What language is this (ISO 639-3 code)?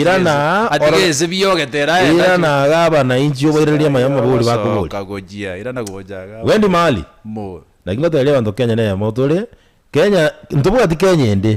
guz